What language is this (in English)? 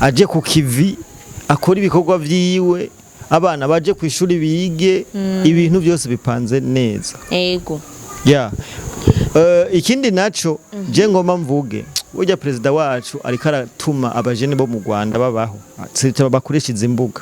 Rundi